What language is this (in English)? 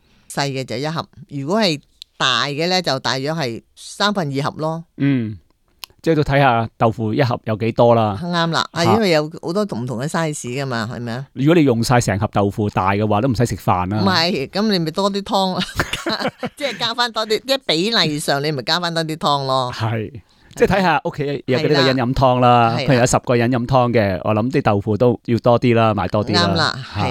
Cantonese